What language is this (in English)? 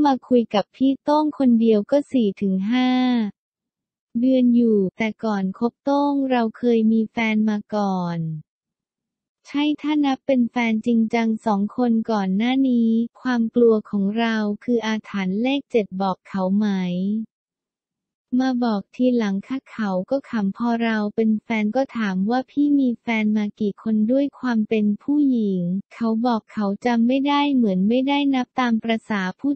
Thai